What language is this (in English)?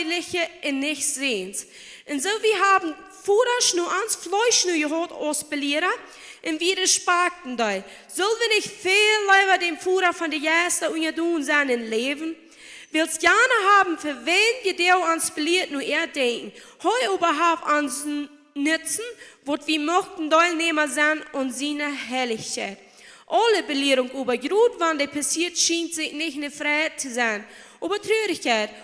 Plautdietsch